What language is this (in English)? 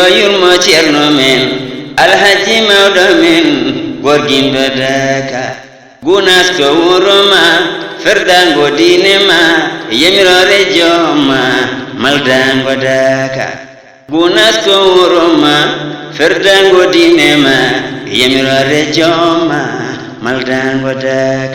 Fula